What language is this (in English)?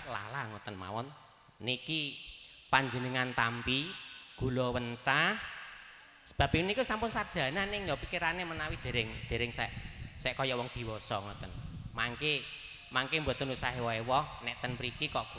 Javanese